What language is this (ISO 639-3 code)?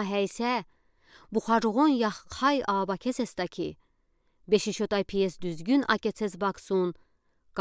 udi